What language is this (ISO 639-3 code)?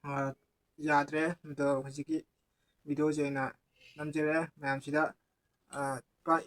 mni